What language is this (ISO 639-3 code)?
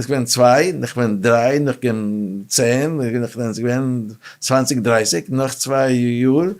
yid